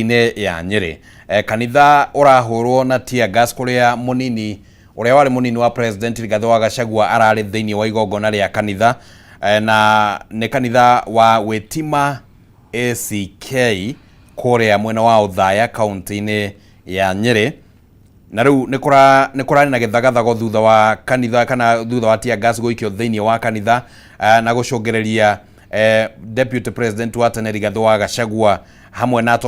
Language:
Kikuyu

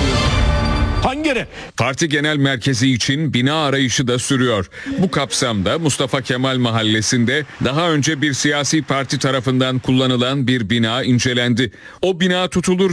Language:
Turkish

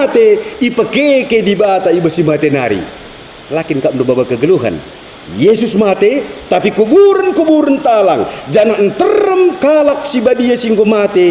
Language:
Batak Karo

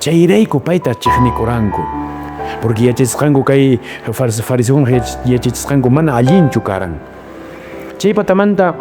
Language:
Quechua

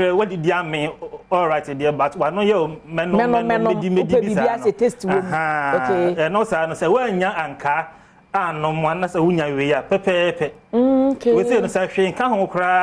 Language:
Akan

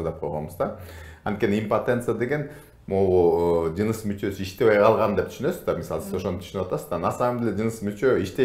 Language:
Kyrgyz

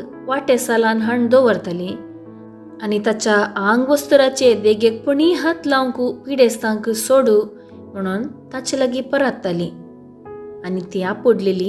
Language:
Konkani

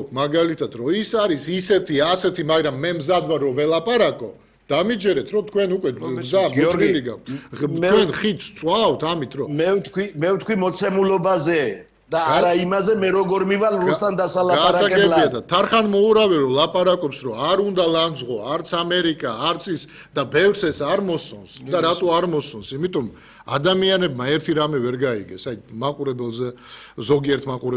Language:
Georgian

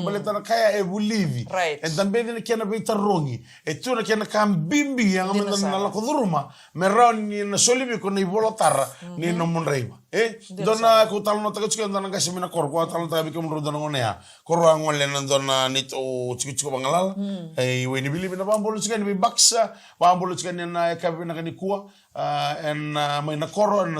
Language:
Fijian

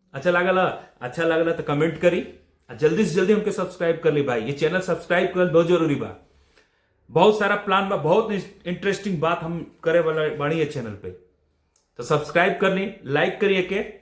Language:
Bhojpuri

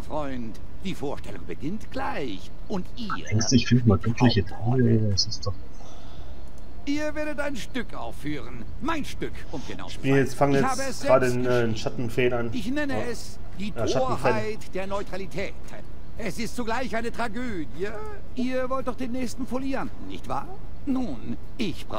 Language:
German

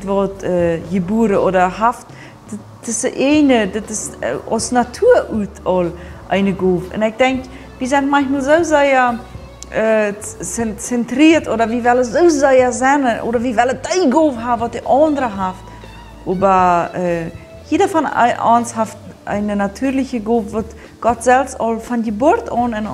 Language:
Plautdietsch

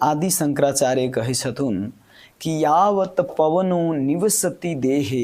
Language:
Maithili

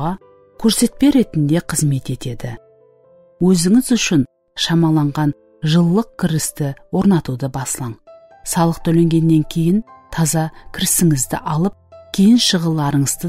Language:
Kara-Kalpak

